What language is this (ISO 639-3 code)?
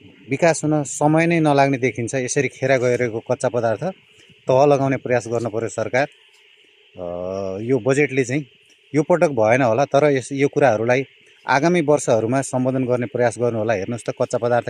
nep